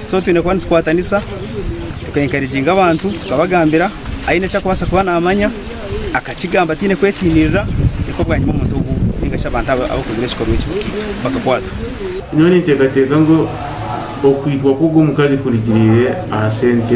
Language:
Nyankole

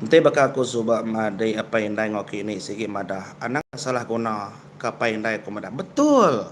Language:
Iban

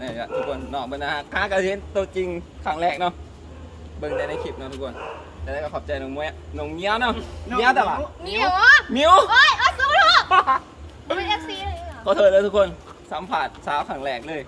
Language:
Northeastern Thai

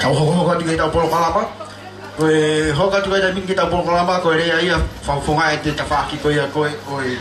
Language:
Tongan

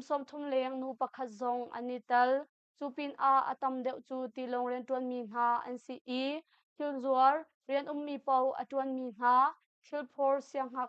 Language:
Hakha Chin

